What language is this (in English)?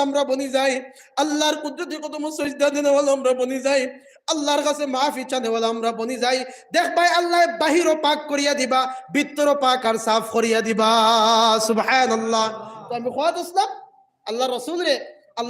Sylheti